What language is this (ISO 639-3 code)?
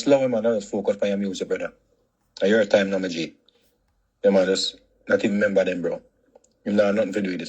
jam